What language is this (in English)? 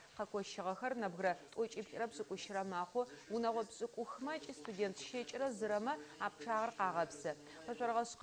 Adyghe